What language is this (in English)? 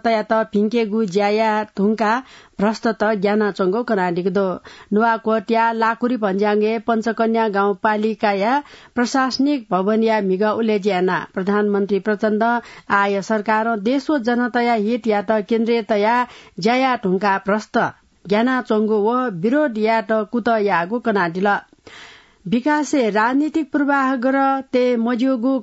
Newari